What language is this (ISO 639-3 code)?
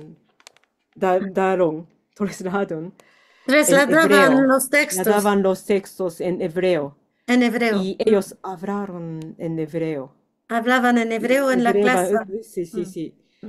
lad